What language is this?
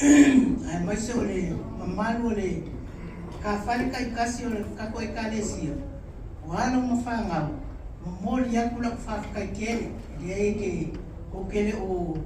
Samoan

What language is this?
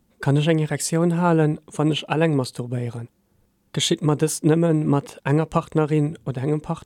Luxembourgish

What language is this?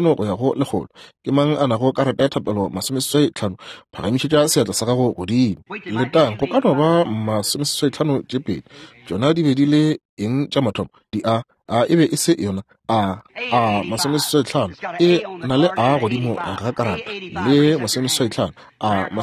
Northern Sotho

